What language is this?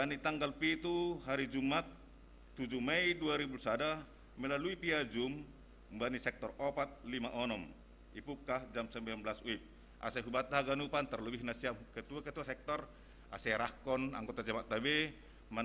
Batak Simalungun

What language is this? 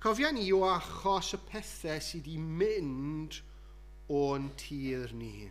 Welsh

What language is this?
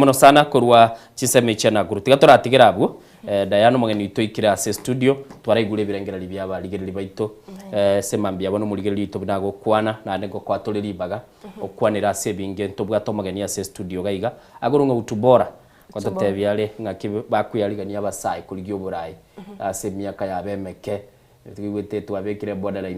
Gusii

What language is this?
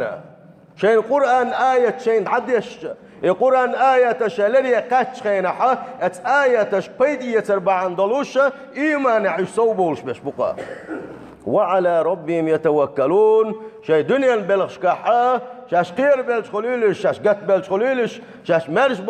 Chechen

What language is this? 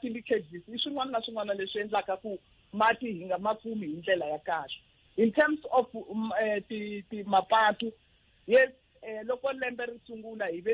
Tsonga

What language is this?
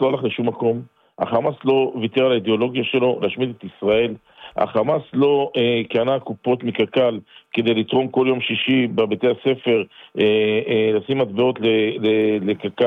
Hebrew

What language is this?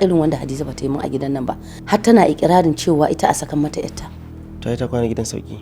Hausa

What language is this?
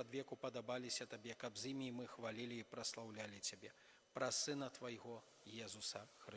Belarusian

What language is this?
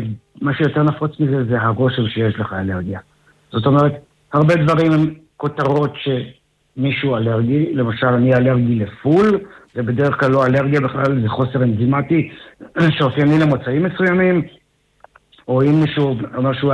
Hebrew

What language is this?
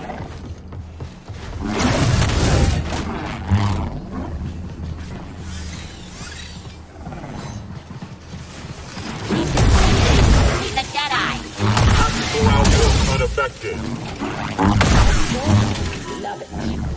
English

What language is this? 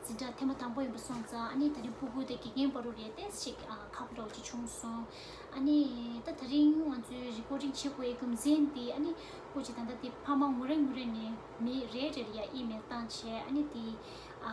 Tibetan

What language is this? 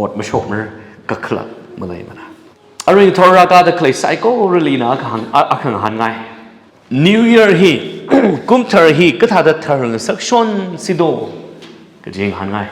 Tangkhul Naga (India)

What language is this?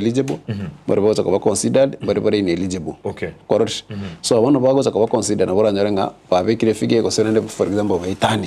Gusii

